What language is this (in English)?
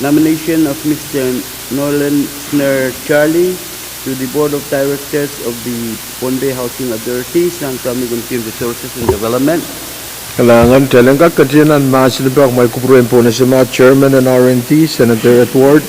Pohnpeian